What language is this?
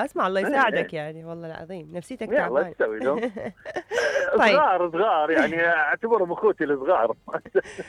Mesopotamian Arabic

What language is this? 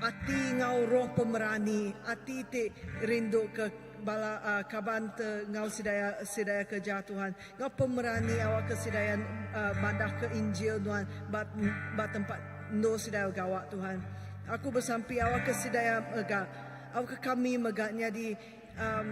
Iban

